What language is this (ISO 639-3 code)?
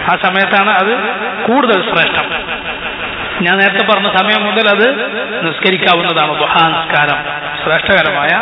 mal